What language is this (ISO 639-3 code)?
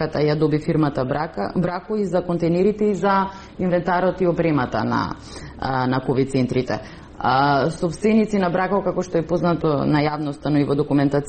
mkd